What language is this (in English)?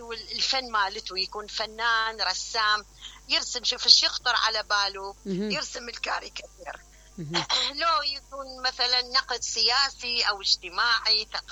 Mesopotamian Arabic